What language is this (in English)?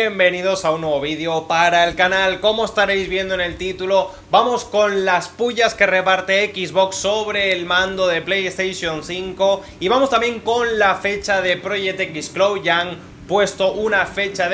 Spanish